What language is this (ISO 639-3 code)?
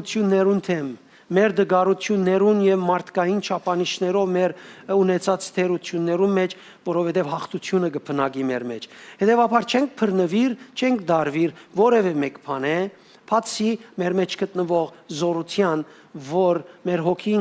hyw